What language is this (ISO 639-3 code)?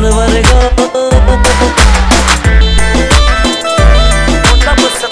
pan